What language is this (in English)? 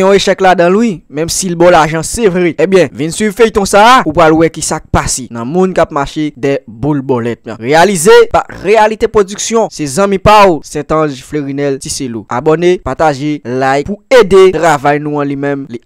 Haitian Creole